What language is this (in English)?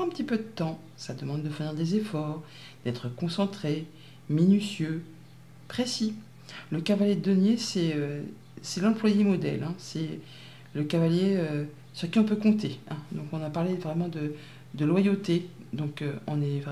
French